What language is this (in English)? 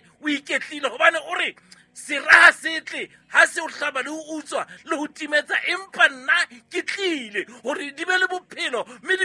Southern Sotho